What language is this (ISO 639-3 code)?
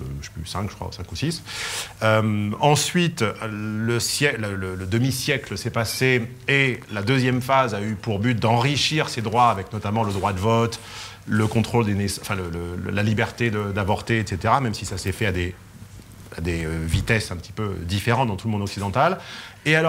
fra